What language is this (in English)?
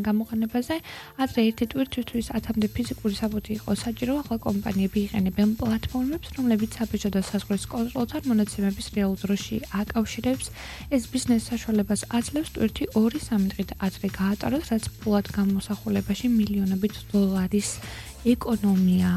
Georgian